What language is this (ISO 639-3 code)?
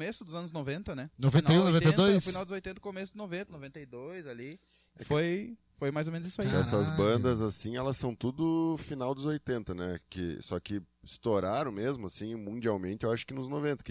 por